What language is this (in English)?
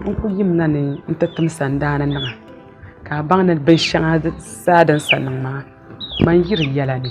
Dagbani